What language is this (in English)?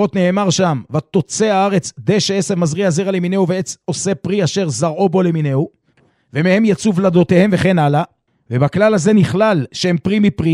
Hebrew